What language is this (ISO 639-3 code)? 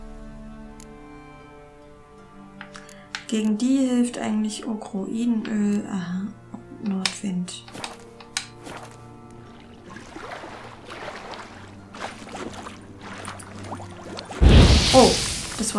deu